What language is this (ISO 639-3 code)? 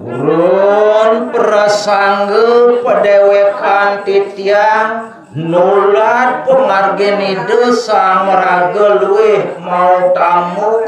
ban